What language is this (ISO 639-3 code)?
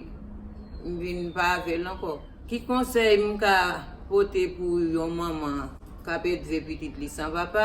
hat